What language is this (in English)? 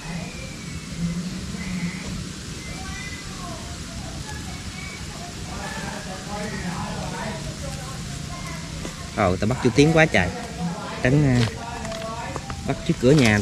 Vietnamese